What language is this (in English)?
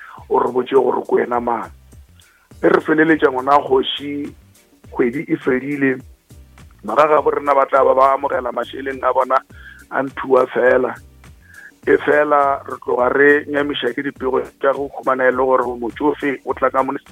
Northern Sotho